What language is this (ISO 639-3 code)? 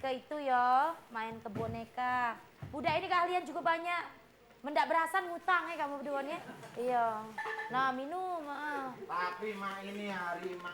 mui